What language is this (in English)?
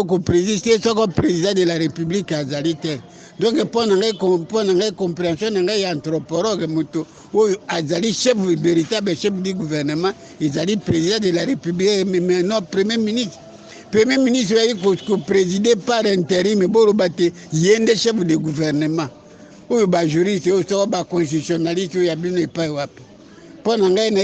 Lingala